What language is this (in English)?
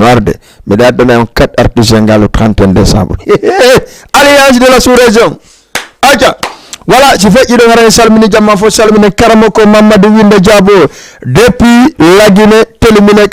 Fula